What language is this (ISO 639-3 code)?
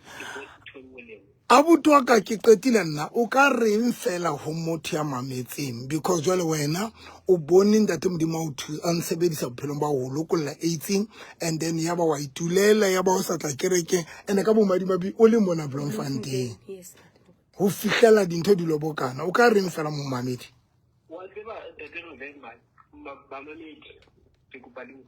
sot